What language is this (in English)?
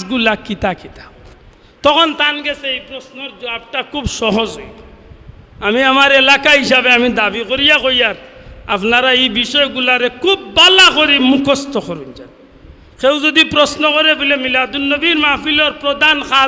Sylheti